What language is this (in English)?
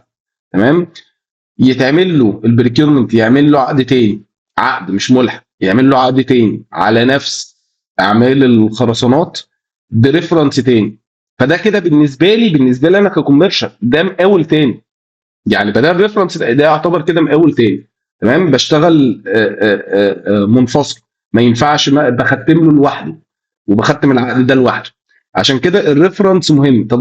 Egyptian Arabic